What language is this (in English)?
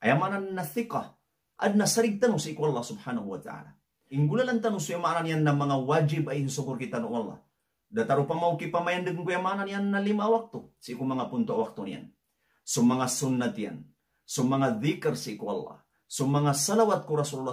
Maranao